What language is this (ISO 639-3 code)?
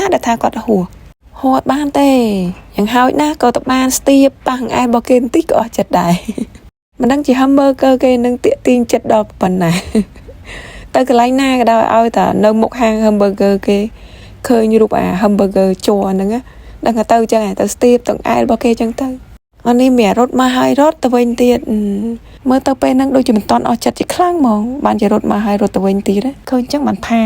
khm